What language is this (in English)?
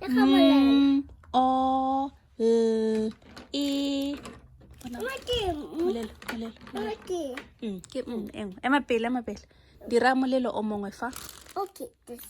Tswana